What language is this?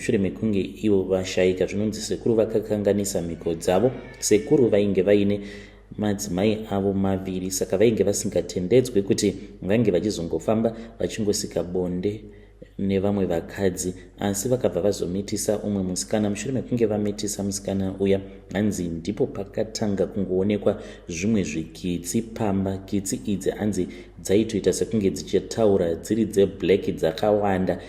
Shona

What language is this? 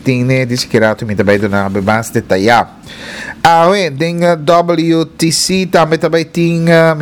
Papiamento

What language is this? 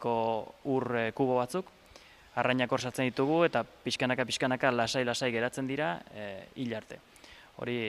Basque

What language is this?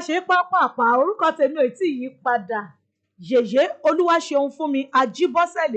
Yoruba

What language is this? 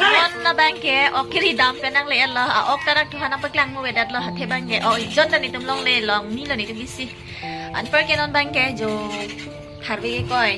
Karbi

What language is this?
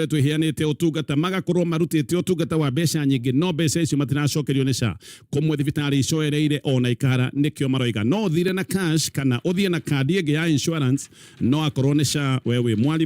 Kikuyu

